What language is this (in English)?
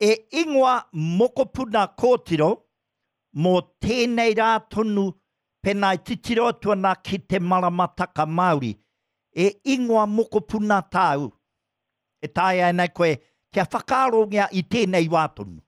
Māori